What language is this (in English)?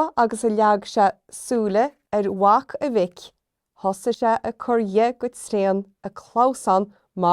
Irish